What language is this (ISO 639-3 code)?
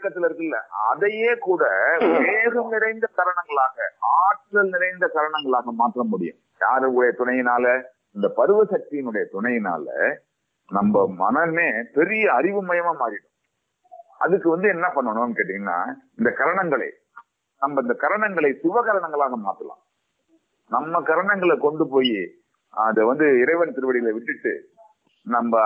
tam